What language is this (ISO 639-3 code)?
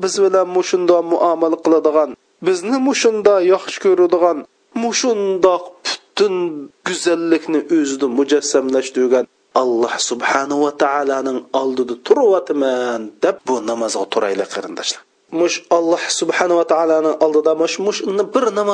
uig